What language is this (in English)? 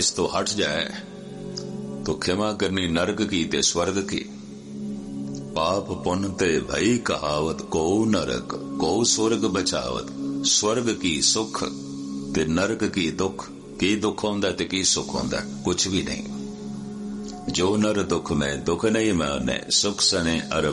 Punjabi